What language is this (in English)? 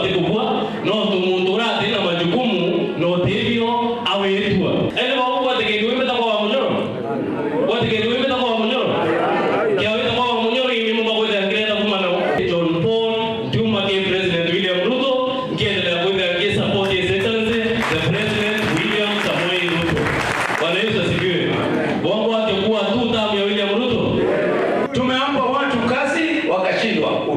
Meru